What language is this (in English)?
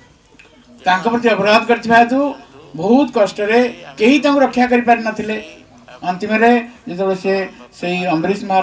Odia